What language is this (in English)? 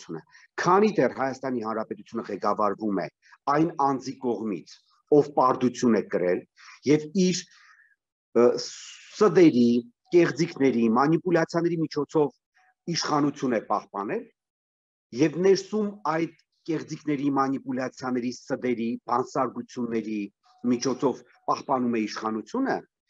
Armenian